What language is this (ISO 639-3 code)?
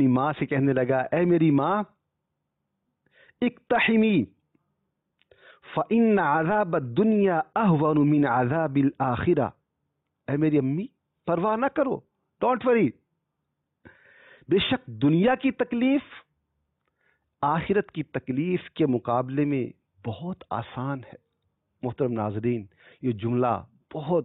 urd